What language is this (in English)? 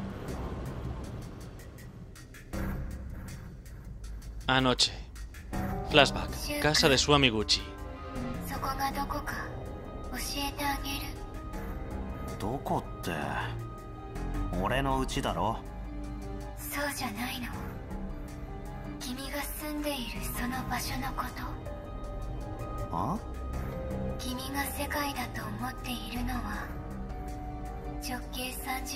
Japanese